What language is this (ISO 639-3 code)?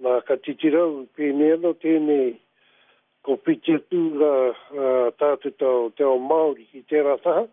mri